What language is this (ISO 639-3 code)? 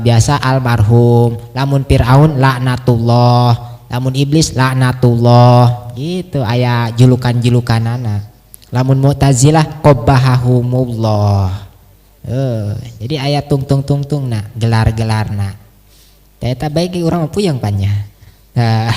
sun